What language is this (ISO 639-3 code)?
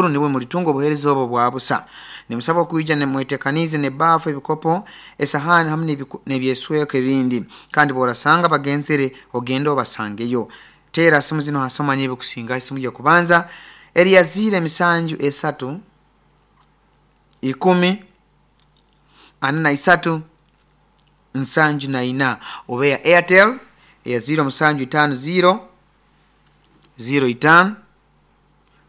nyo